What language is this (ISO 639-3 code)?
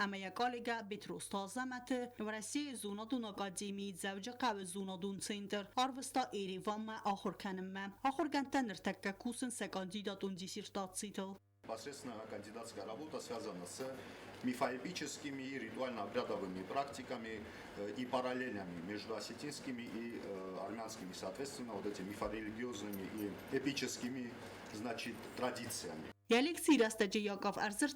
oss